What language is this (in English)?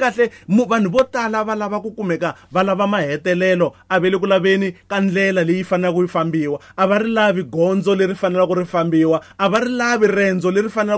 Tsonga